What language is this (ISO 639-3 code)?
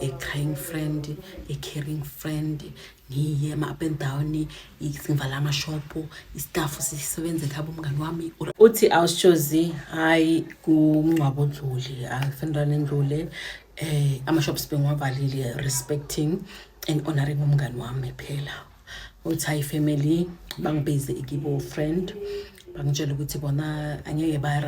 zul